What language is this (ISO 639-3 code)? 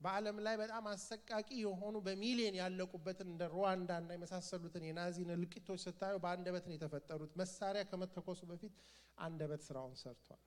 amh